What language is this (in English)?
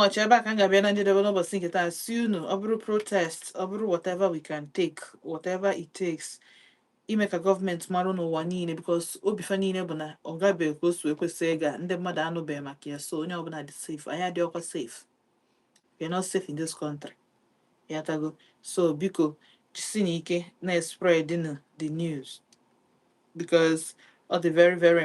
Igbo